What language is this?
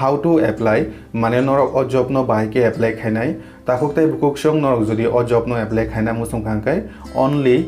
Kok Borok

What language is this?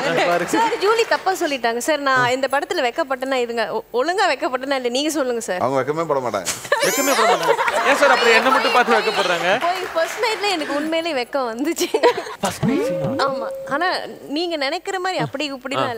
Tamil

